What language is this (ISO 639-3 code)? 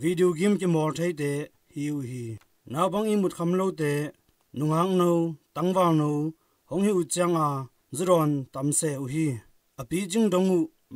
ctd